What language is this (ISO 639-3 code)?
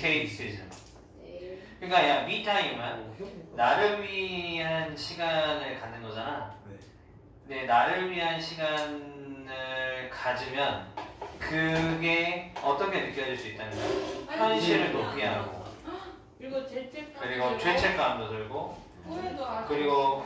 kor